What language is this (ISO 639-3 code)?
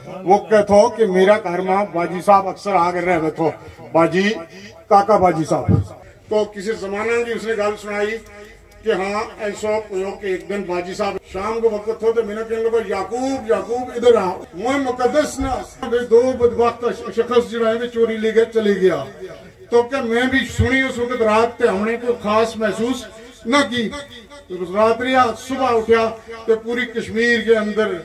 gju